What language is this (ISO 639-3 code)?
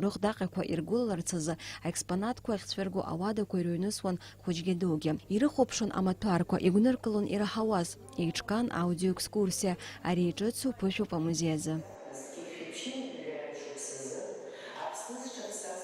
abk